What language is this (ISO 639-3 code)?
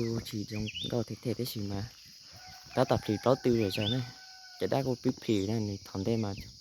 hmn